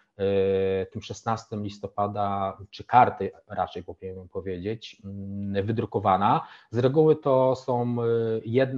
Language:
Polish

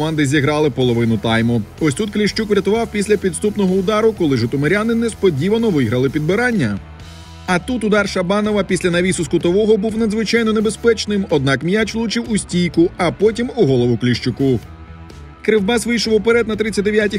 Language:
Ukrainian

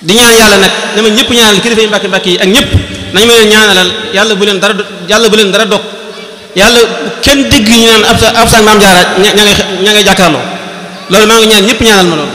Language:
Wolof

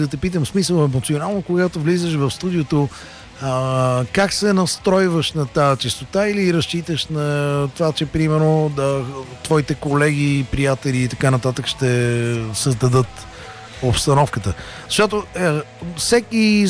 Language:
Bulgarian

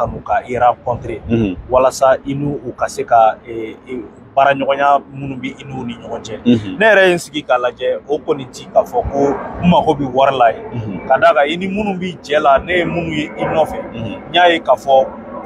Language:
Bambara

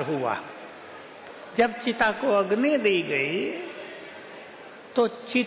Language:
Hindi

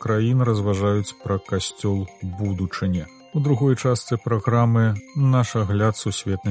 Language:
Belarusian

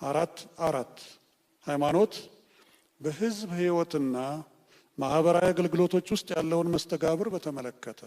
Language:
Amharic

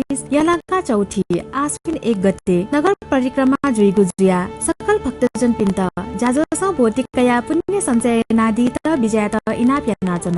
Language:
Newari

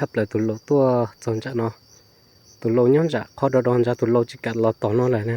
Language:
Hmong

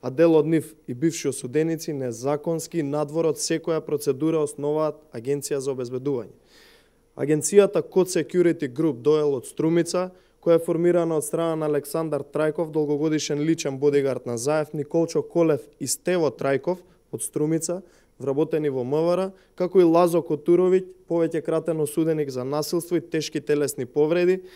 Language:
Macedonian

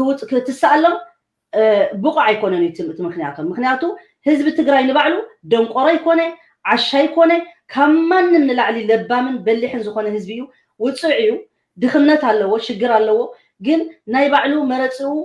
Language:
Tigrinya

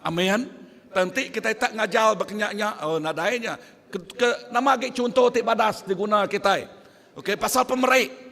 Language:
Iban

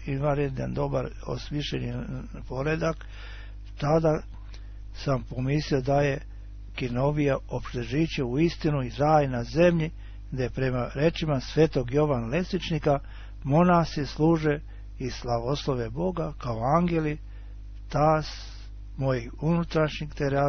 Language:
Serbian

